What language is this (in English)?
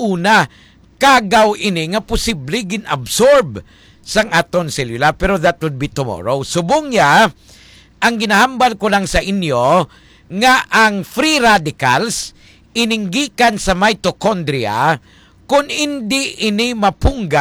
Hiligaynon